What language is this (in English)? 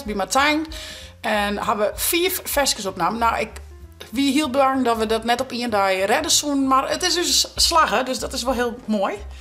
Western Frisian